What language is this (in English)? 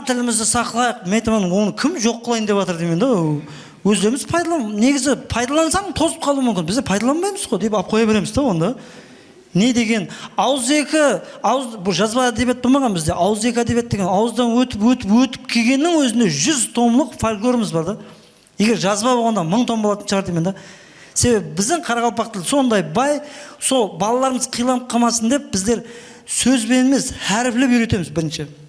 Kara-Kalpak